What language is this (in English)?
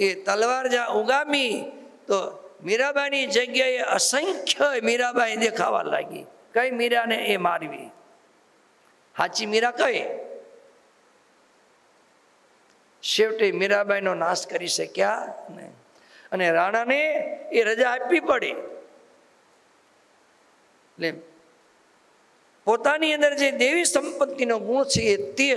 Gujarati